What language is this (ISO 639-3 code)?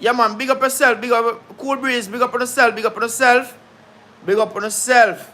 jam